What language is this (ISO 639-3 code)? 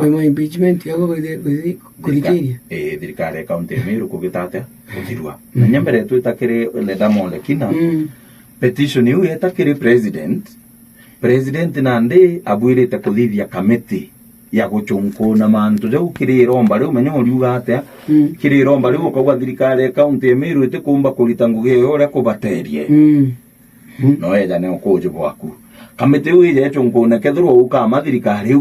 mer